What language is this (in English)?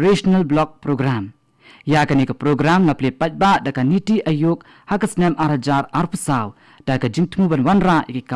Khasi